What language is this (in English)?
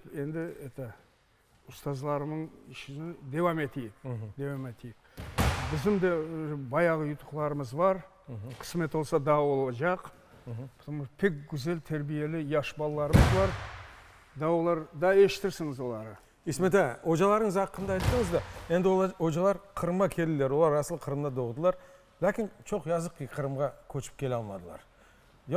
Crimean Tatar